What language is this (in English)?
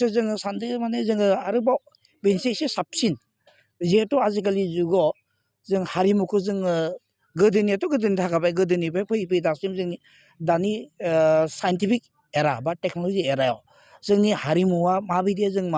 Bodo